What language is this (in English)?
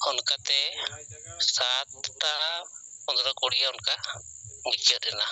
Santali